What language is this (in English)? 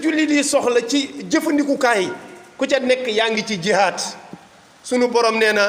Wolof